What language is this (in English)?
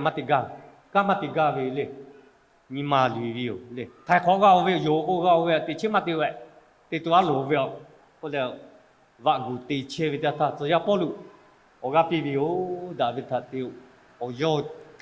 Lahu